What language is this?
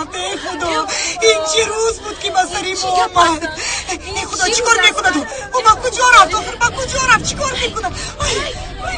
Tajik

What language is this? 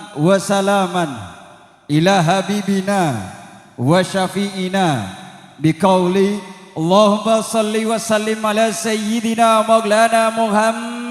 Madurese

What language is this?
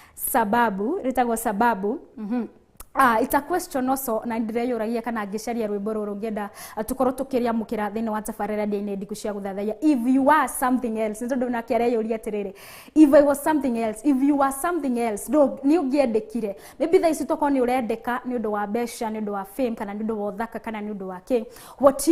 Kikuyu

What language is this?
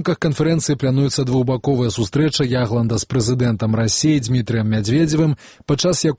Belarusian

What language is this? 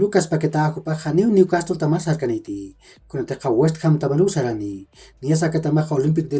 Aymara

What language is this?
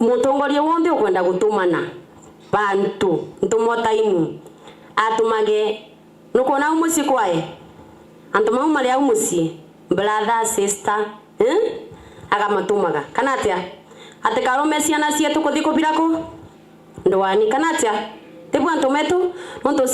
Meru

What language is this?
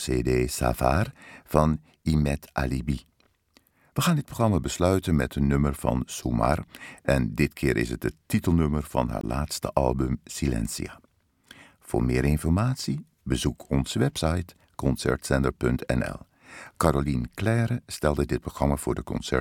Dutch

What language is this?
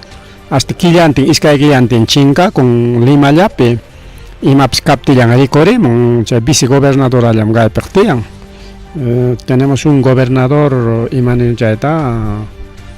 Ayacucho Quechua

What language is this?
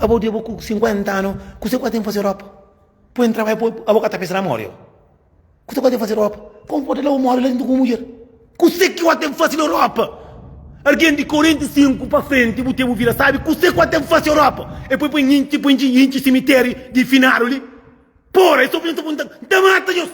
Kabuverdianu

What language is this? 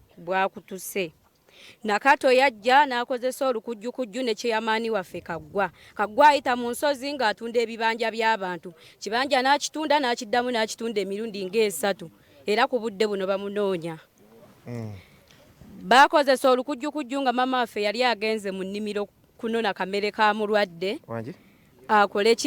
Ganda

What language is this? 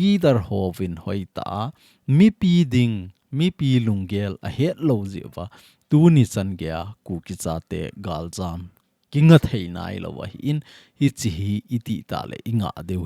Thado Chin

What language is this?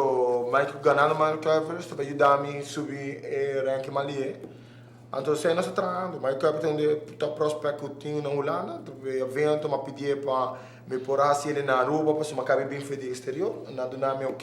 Papiamento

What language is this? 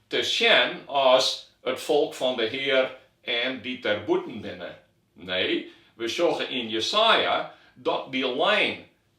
Western Frisian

